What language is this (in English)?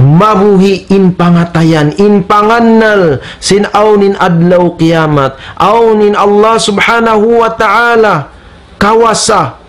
Tausug